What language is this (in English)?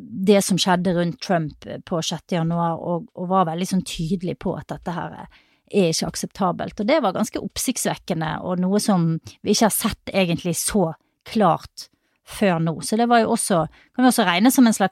Norwegian